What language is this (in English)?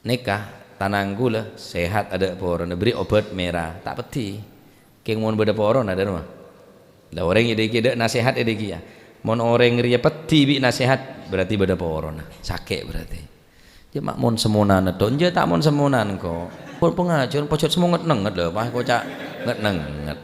Madurese